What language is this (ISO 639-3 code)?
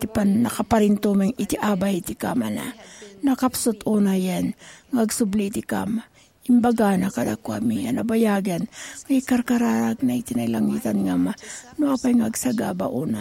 ilo